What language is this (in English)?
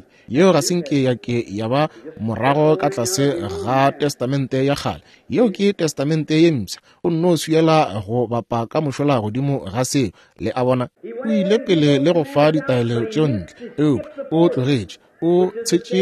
Northern Sotho